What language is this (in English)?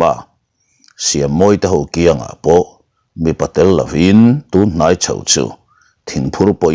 Mizo